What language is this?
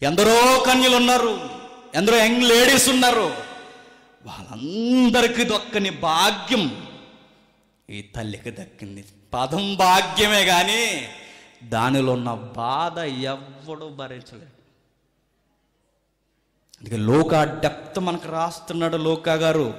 Telugu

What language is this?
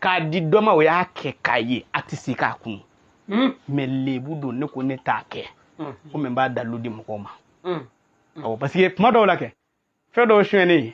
Bambara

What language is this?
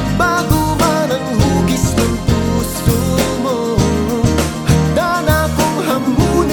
Filipino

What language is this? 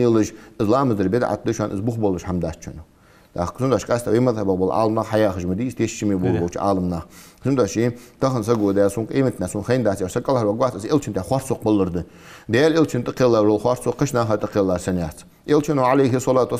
Ingush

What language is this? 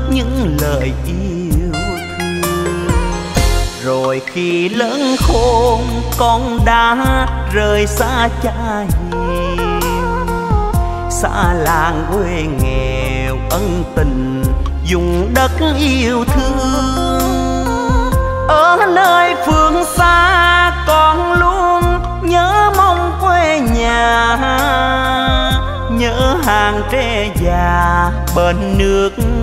Vietnamese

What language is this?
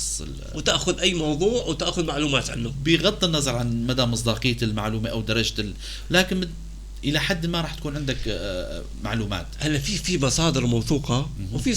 North Levantine Arabic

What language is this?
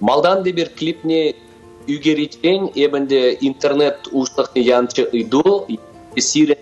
Chuvash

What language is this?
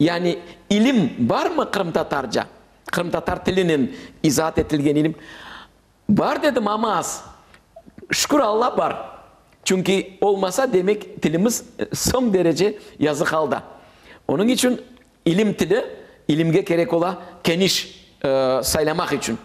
Crimean Tatar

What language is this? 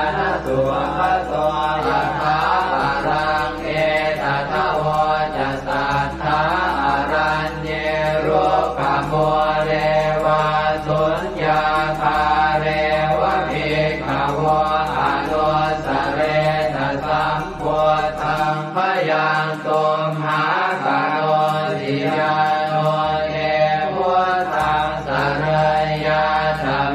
Pali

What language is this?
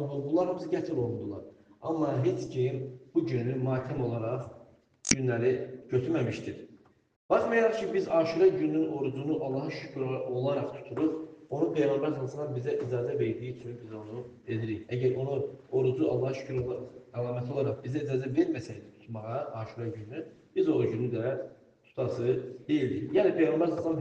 Azerbaijani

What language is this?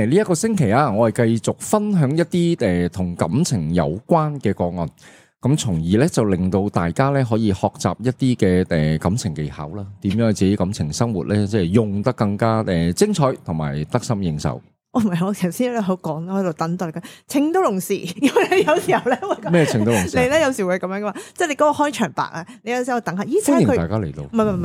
Cantonese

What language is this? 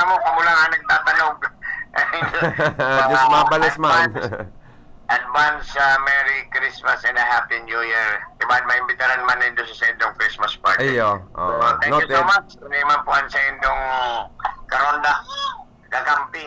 Bikol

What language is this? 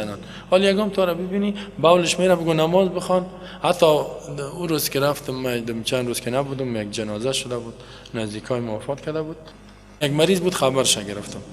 Persian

